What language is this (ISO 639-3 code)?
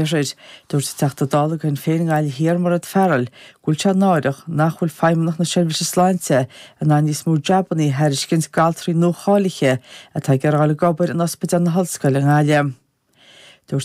gle